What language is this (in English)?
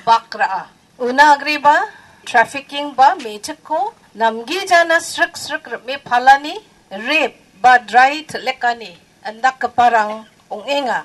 Garo